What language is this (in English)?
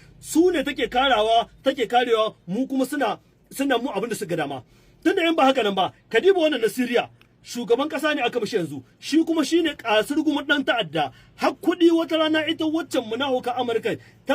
Hausa